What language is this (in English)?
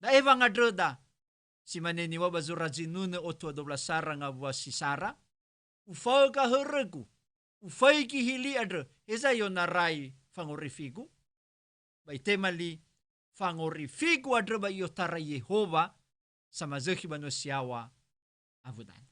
Nias